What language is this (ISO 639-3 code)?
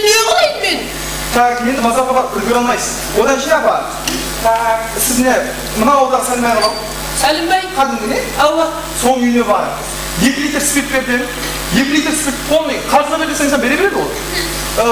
kaa